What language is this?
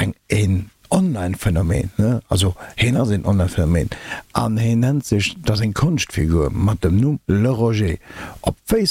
Luxembourgish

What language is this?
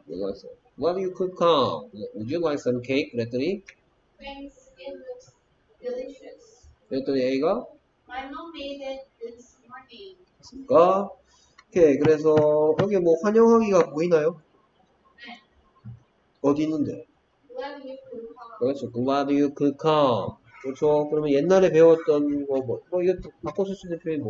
Korean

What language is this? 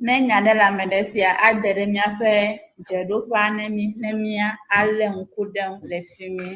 Ewe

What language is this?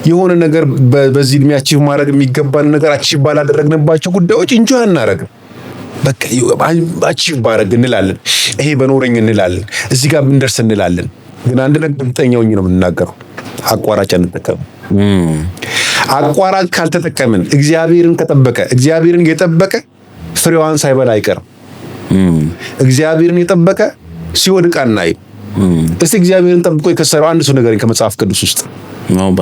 Amharic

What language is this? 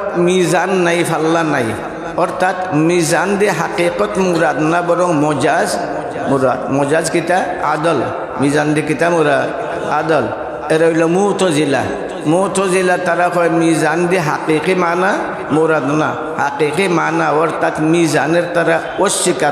Sylheti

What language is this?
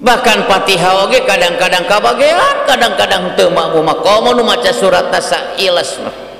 Sundanese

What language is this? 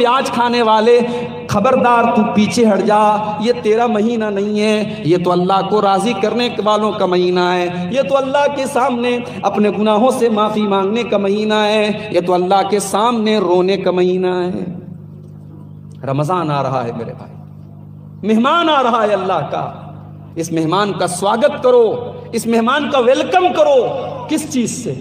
Urdu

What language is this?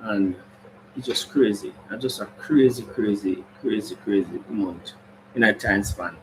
Jamaican Creole English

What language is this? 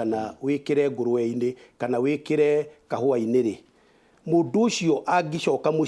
Kikuyu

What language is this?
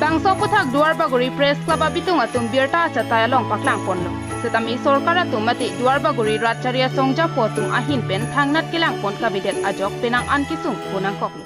Karbi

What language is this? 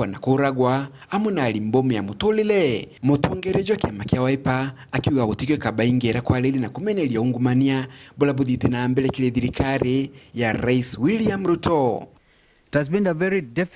Meru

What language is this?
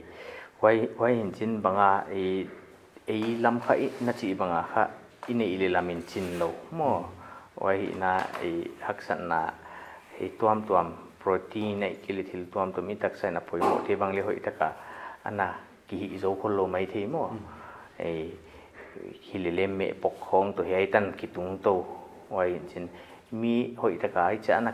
Paite Chin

